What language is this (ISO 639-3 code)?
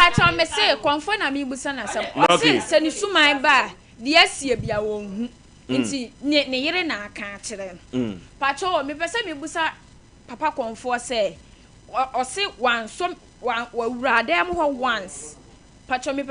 aka